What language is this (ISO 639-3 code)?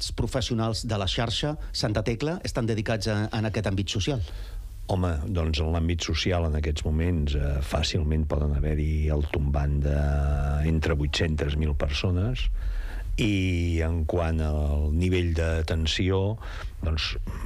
cat